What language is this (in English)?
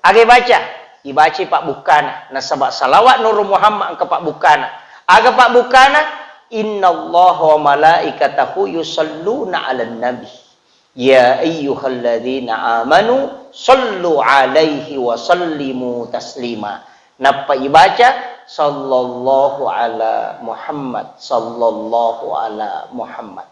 Buginese